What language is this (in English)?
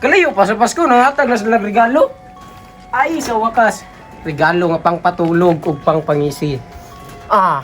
Cebuano